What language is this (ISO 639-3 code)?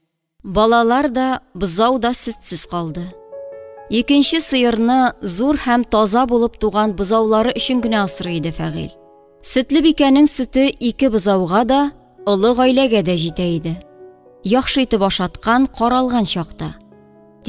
tat